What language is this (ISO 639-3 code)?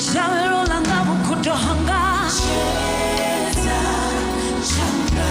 ven